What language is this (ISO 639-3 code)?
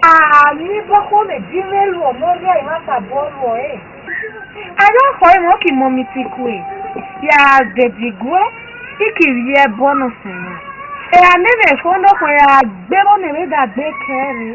ish